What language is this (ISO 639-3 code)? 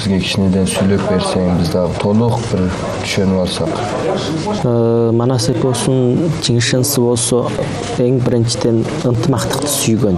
kir